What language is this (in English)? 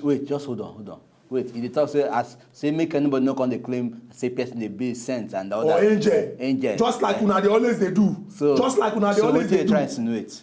Nigerian Pidgin